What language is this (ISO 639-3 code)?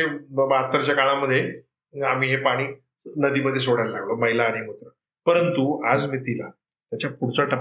mar